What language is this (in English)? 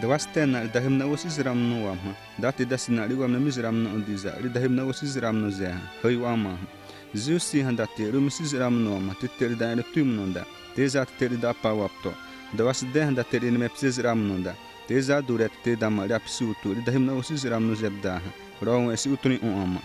Xavánte